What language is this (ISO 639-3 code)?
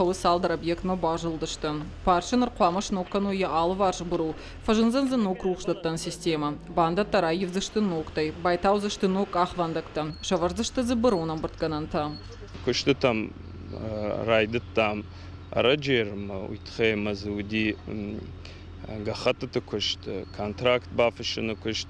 oss